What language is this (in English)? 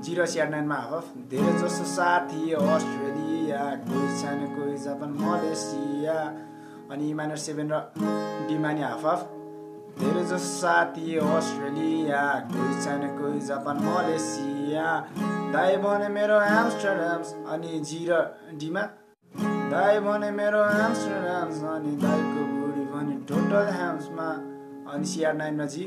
Nepali